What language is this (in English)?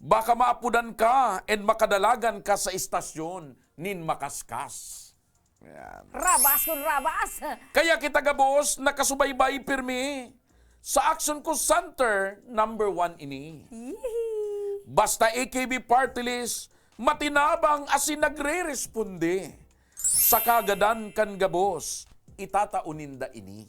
Bikol